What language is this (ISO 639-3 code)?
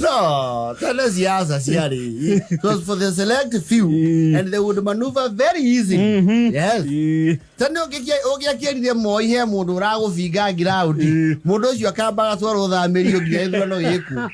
kik